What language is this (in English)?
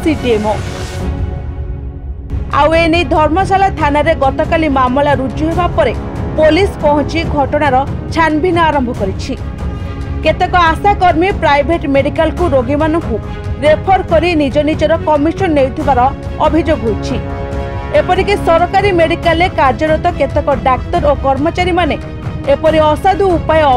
Odia